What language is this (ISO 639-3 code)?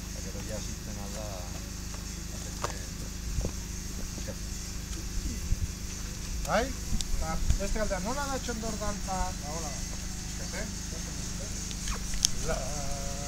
eus